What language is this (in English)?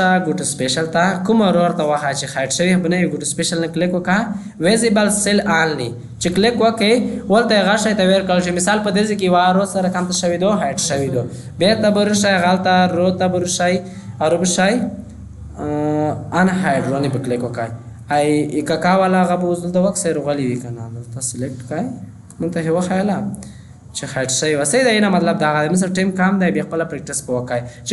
Pashto